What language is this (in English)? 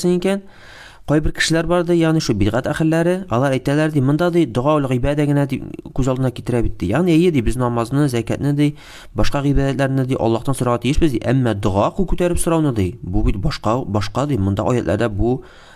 Tatar